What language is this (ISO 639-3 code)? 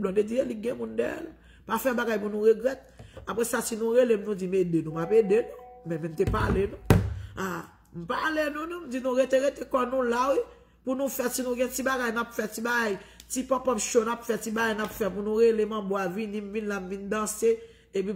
hat